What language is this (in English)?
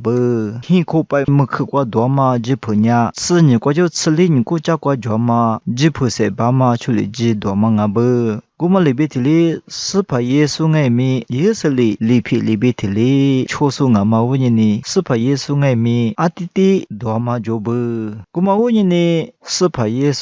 Lisu